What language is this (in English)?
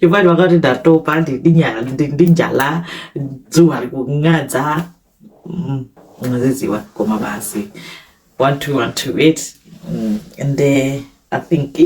Nyanja